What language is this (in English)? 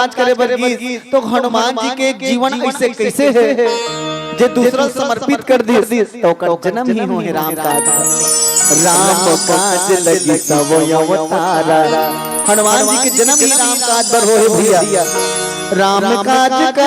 Chhattisgarhi